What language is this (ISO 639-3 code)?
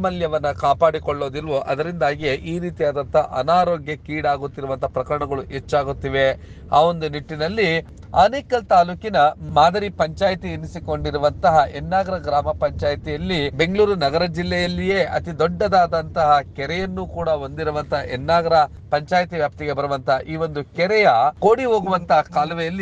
kan